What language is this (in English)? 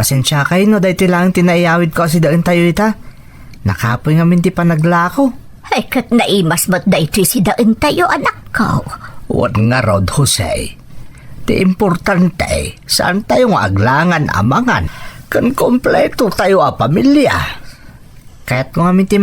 Iloko